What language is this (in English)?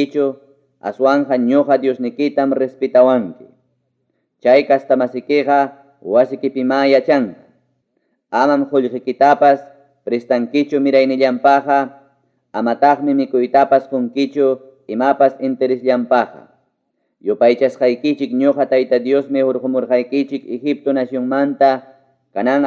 Ayacucho Quechua